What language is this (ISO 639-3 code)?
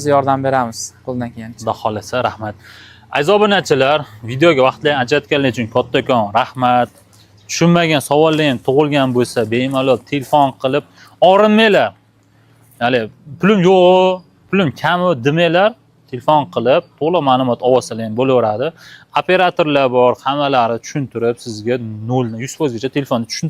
uzb